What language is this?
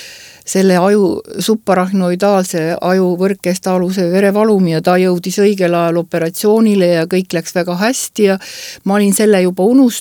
Estonian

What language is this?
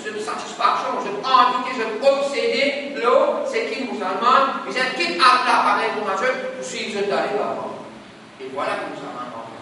Morisyen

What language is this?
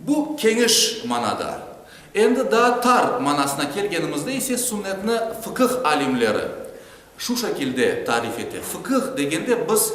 Crimean Tatar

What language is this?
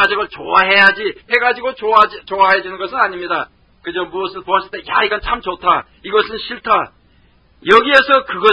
Korean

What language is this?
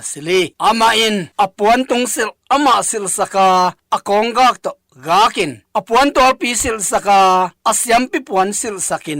Tedim Chin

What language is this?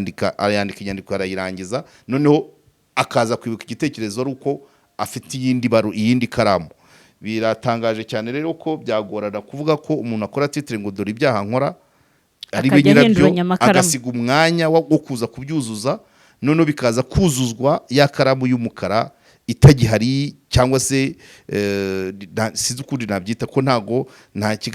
Kinyarwanda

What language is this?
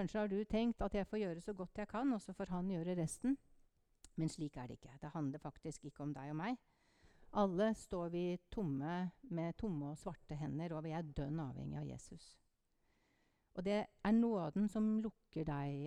Norwegian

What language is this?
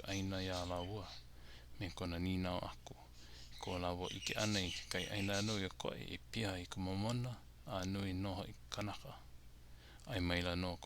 Hawaiian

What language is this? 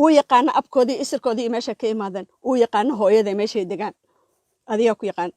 Somali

